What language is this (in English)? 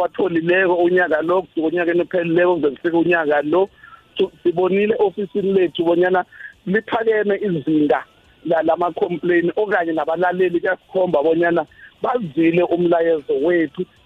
South Ndebele